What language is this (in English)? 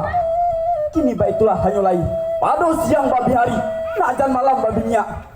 Minangkabau